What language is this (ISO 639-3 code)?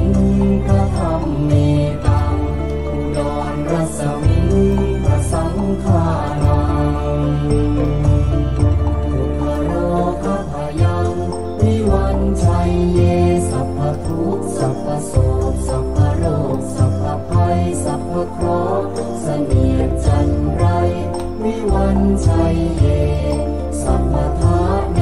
tha